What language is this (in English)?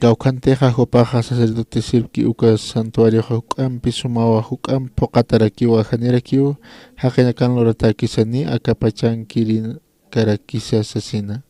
Aymara